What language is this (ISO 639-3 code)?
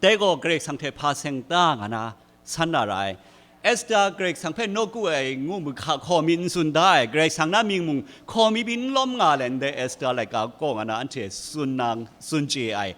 kac